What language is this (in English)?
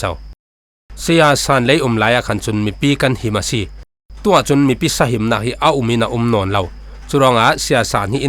Falam Chin